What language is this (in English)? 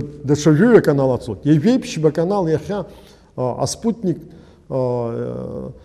Abkhazian